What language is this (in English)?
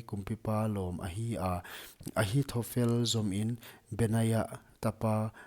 Paite Chin